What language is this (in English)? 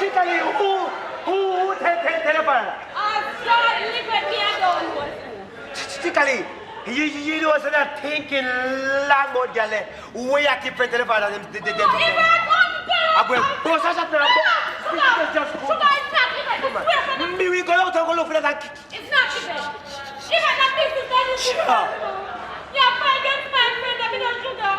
Jamaican Creole English